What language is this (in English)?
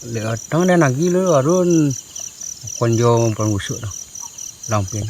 Minangkabau